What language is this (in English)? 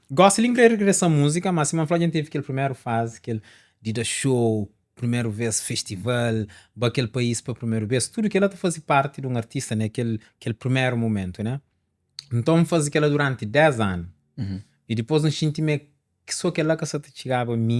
Kabuverdianu